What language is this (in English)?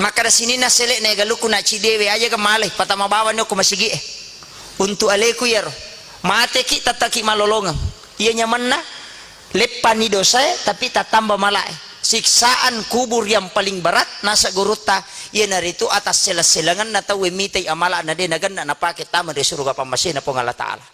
Buginese